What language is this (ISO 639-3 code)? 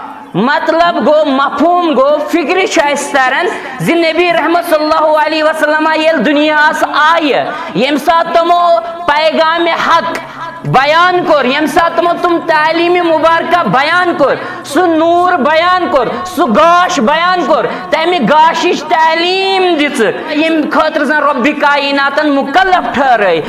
kas